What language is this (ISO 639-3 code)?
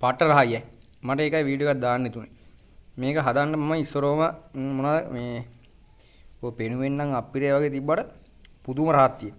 sin